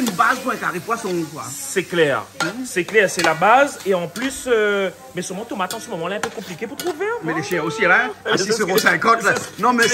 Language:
Réunion Creole French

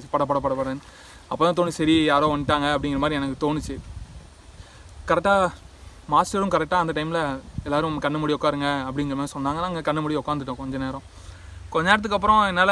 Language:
Tamil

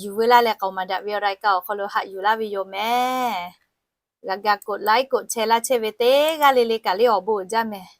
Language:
Lahu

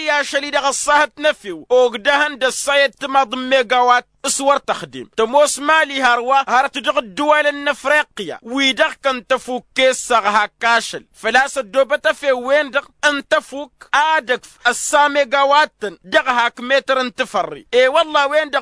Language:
Tamasheq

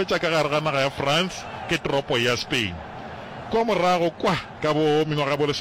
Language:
Northern Sotho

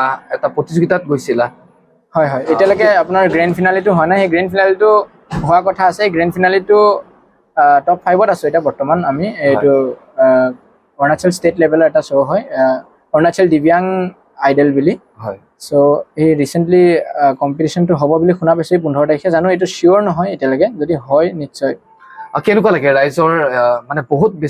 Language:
Assamese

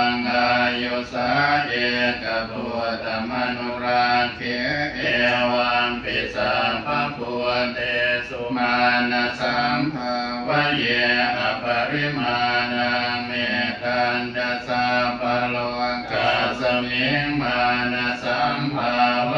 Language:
Pali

